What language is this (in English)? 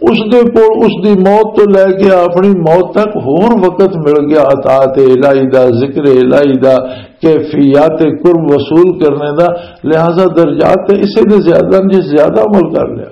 Western Panjabi